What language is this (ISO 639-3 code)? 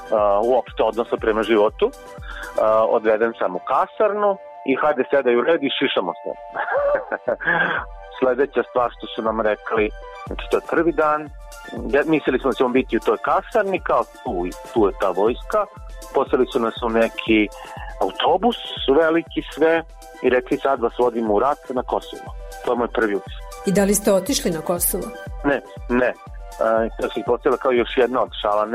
srp